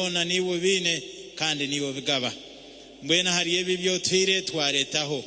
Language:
Nyankole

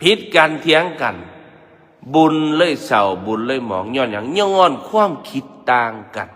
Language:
Northeastern Thai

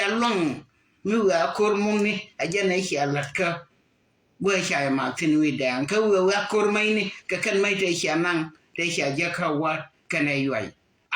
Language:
Nuer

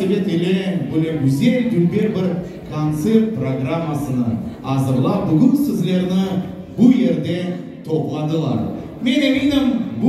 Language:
Crimean Tatar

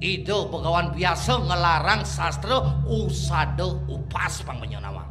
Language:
Balinese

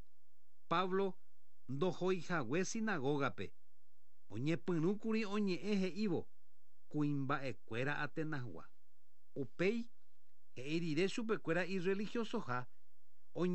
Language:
Guarani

